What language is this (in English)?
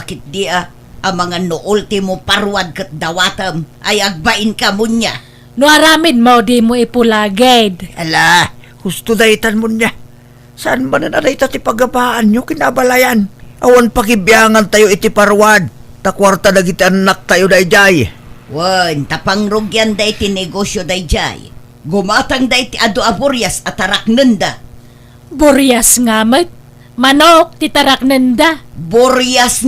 Iloko